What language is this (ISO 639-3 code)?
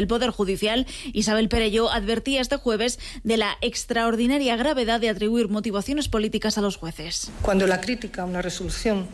spa